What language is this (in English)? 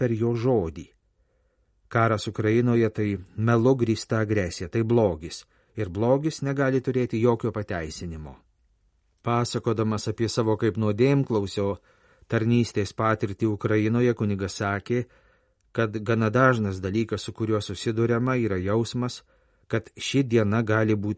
Lithuanian